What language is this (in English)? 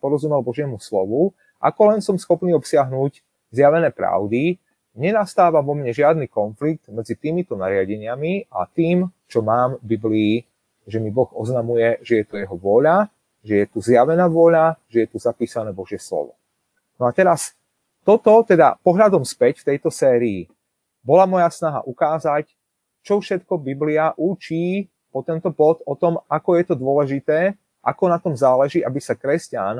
Slovak